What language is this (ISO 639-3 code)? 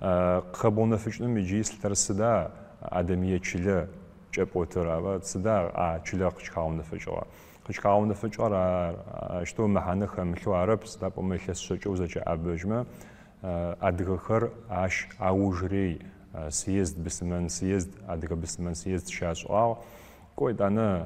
ady